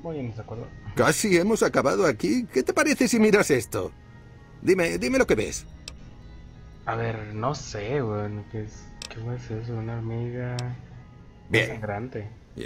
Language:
Spanish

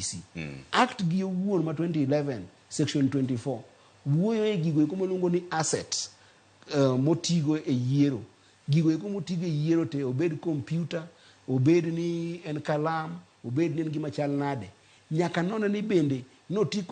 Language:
Luo (Kenya and Tanzania)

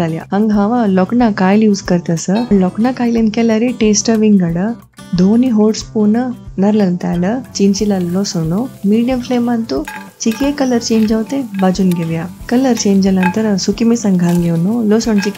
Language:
Konkani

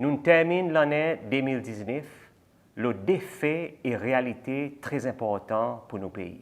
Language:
Seselwa Creole French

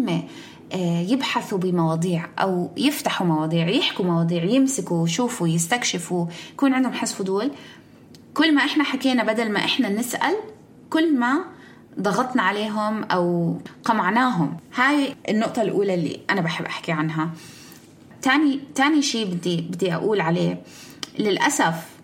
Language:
North Levantine Arabic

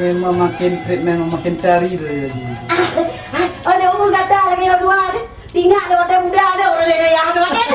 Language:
Achinese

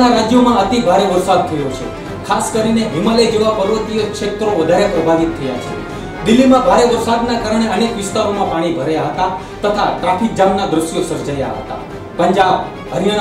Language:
Gujarati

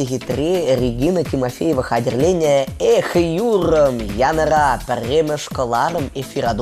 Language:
Chuvash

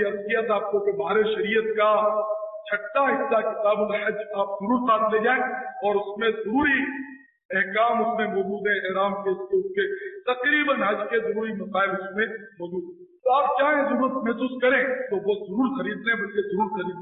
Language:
Urdu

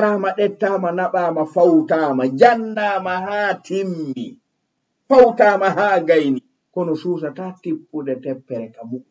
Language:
Fula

